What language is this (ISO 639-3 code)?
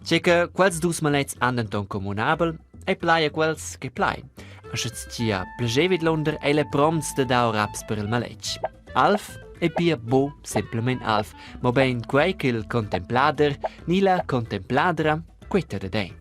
roh